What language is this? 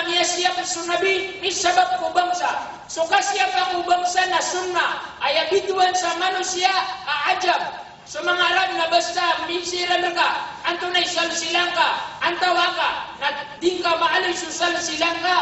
Maranao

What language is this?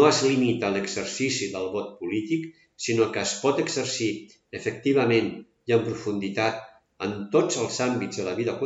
Catalan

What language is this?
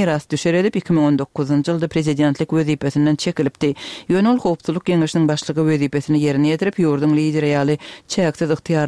Kyrgyz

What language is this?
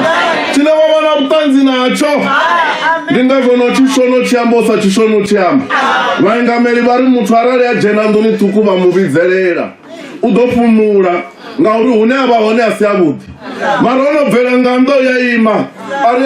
Venda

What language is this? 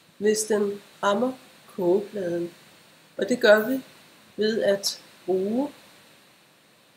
Danish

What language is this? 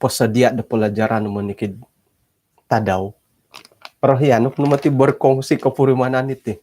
Central Dusun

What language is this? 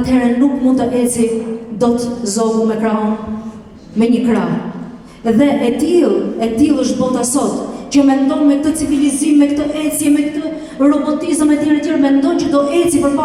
Albanian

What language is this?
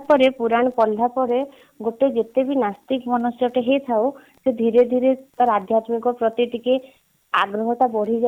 Odia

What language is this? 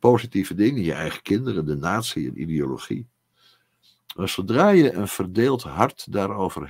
Dutch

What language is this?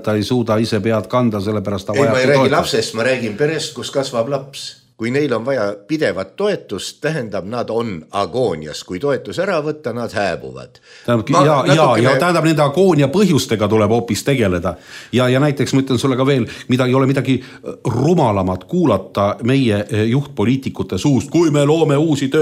Estonian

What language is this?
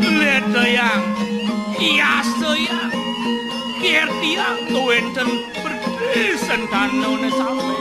Balinese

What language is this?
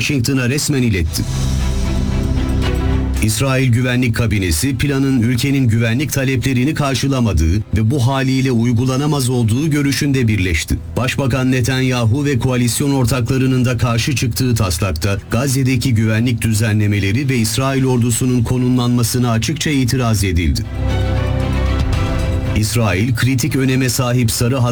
Turkish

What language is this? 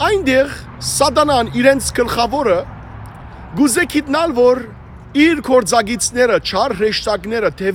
Western Armenian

